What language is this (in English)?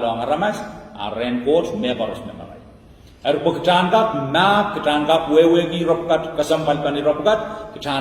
Pohnpeian